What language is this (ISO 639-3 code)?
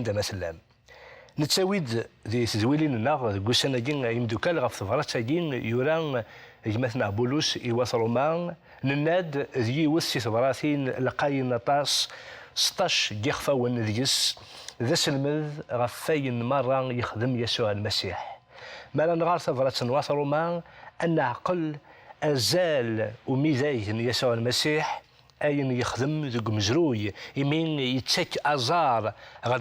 kab